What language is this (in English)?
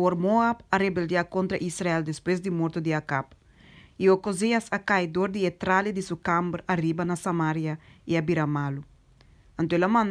Papiamento